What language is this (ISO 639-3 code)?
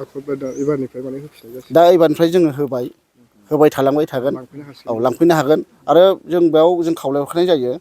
brx